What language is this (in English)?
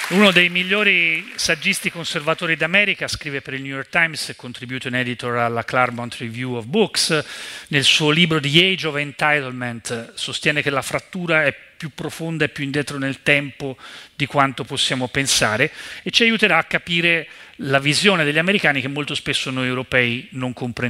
Italian